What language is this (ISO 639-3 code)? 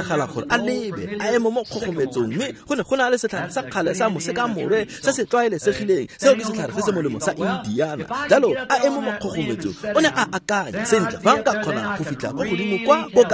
tsn